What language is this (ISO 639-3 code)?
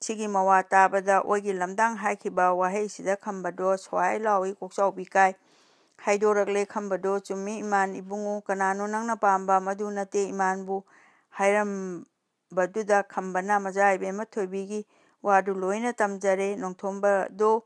mni